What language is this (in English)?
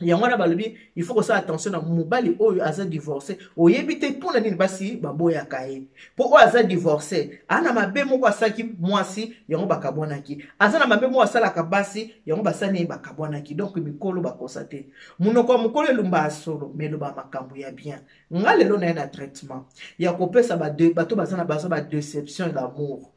Lingala